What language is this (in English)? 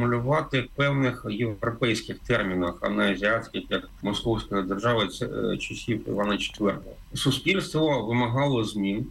Ukrainian